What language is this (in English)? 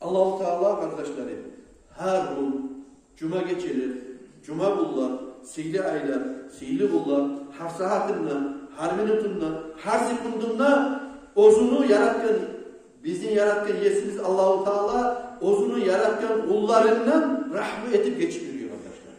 Kumyk